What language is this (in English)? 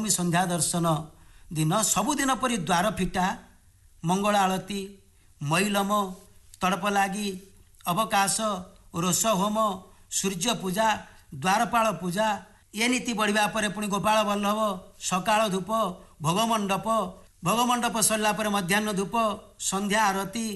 Odia